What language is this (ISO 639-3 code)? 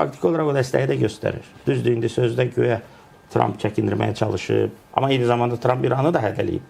aze